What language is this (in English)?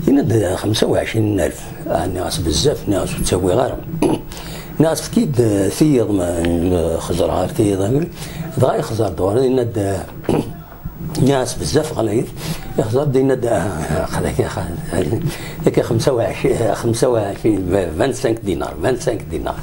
Kabyle